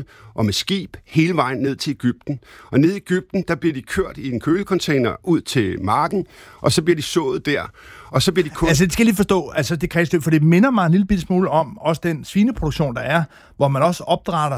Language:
Danish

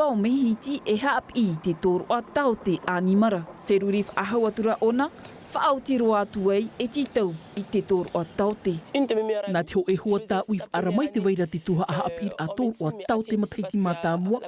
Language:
Tahitian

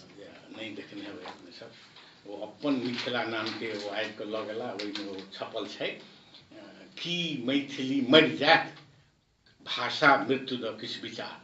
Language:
Maithili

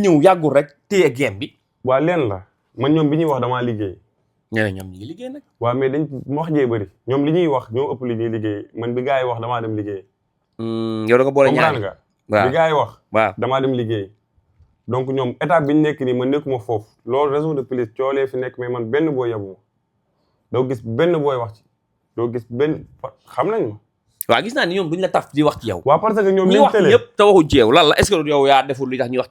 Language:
Wolof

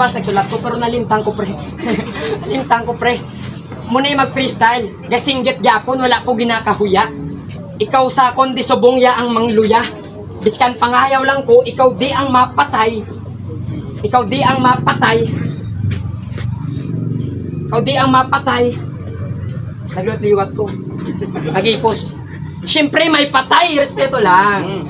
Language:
Hiligaynon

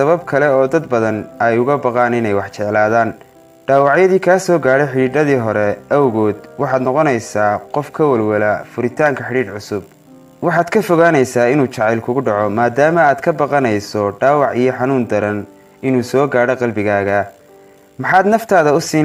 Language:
Somali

